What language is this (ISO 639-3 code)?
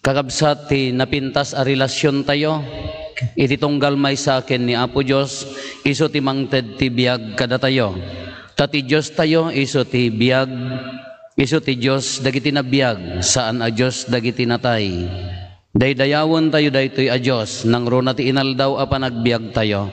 ilo